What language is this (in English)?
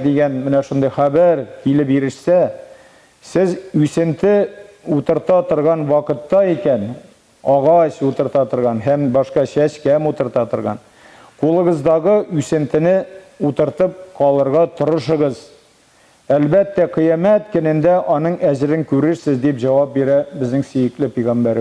Tatar